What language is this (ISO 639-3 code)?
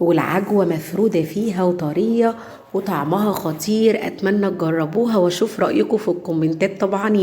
arz